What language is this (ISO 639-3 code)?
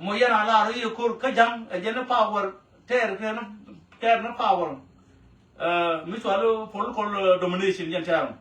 nus